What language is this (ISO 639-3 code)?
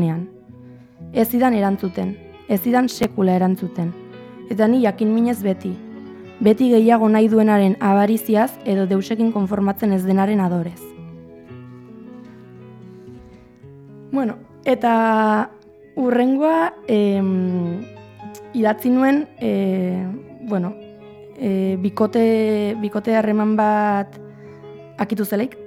eus